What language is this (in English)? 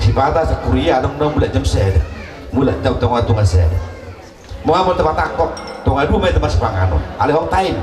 Batak Toba